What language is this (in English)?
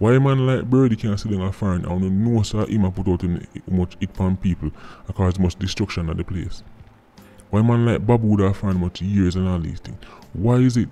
Jamaican Creole English